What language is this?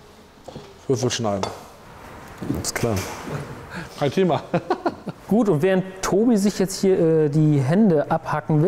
German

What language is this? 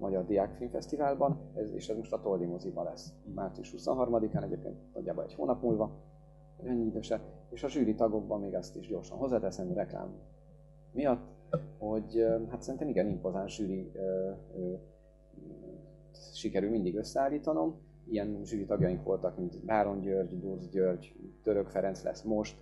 Hungarian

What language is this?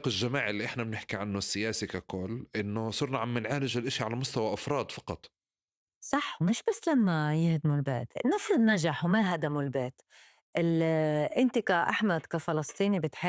North Levantine Arabic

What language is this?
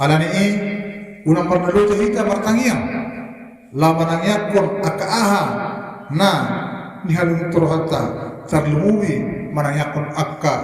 Batak Toba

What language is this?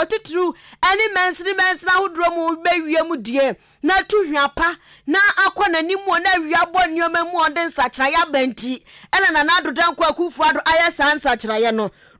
Akan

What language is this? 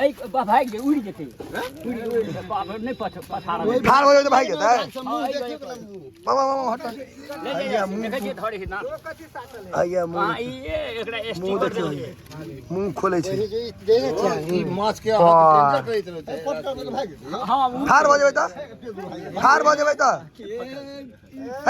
Maithili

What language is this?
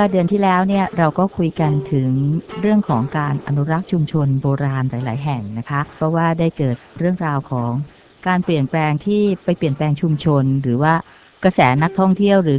Thai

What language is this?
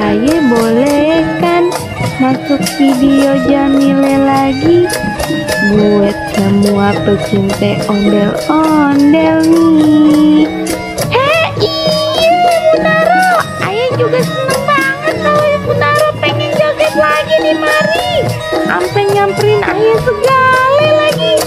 Betawi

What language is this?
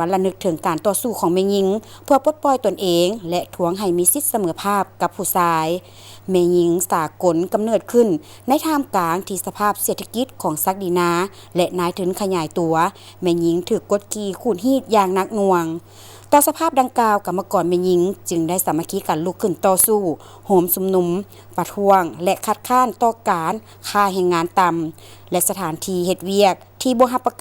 Lao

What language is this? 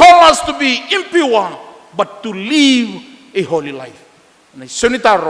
Fijian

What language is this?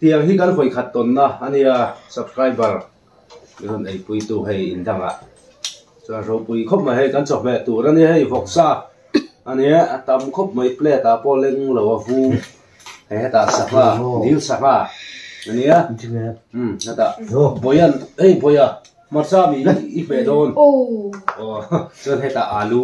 Mizo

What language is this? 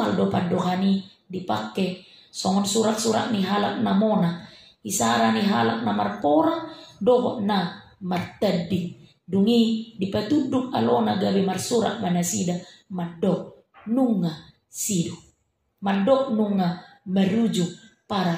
Batak Toba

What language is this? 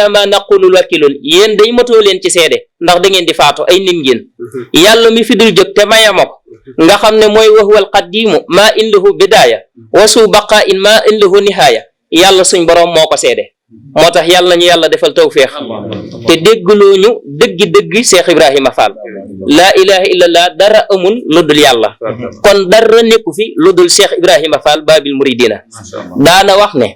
Wolof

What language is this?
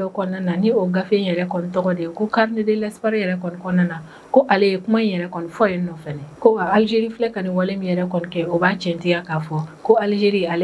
Bambara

